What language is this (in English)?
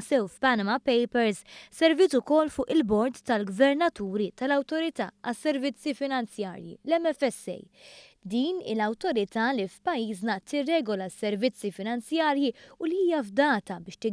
Maltese